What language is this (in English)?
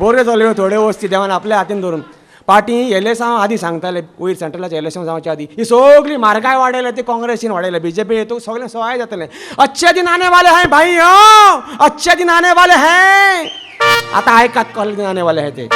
Konkani